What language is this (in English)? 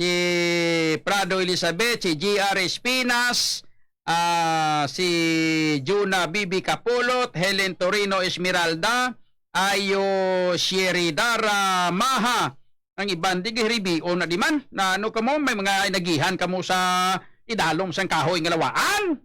Hiligaynon